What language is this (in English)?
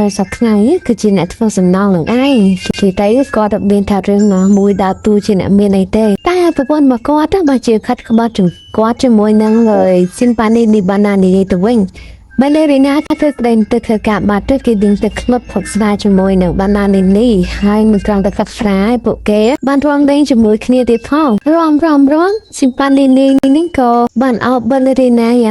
Khmer